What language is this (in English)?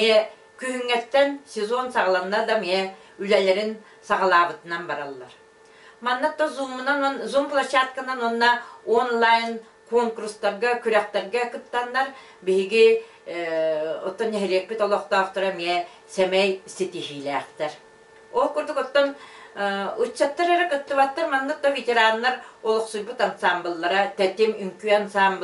Yakut